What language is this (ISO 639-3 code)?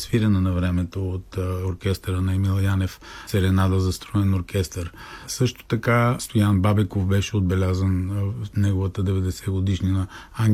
bul